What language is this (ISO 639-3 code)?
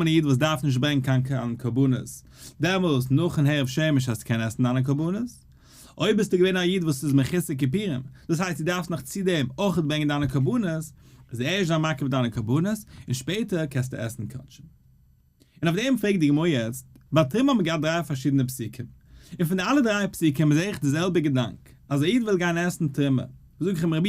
yid